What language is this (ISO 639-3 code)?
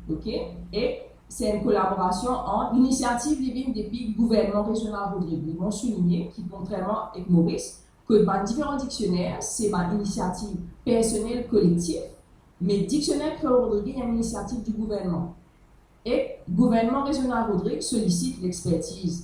mfe